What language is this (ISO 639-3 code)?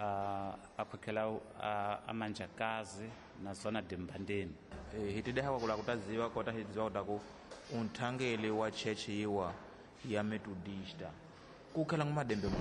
tso